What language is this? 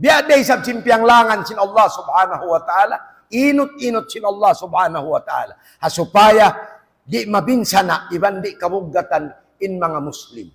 Tausug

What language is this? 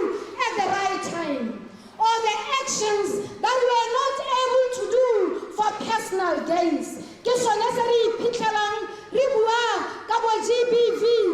Tswana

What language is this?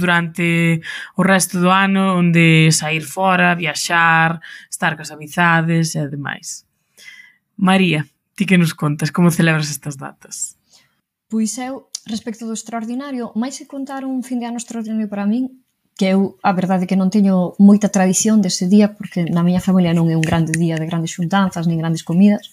Galician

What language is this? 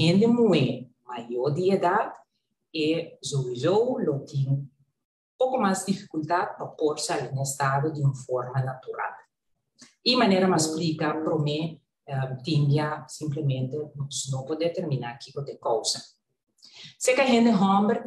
Papiamento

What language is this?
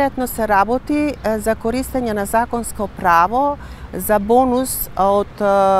Macedonian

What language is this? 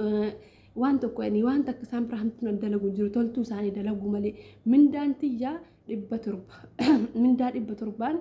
Oromo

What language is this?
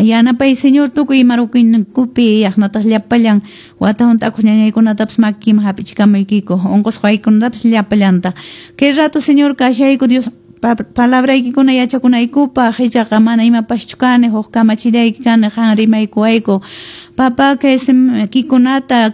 Quechua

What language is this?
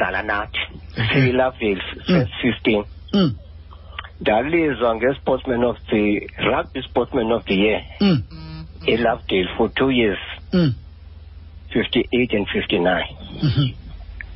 Xhosa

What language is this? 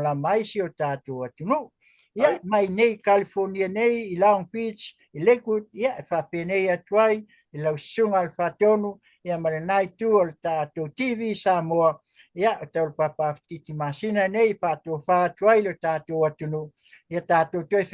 Samoan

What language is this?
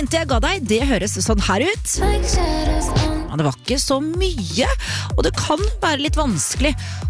Norwegian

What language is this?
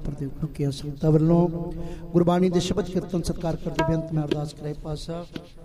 Punjabi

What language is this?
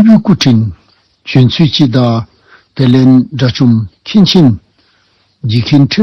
Dzongkha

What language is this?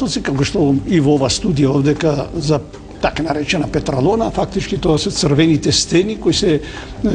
Macedonian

